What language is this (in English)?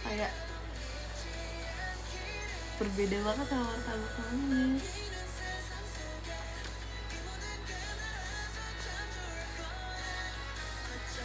Indonesian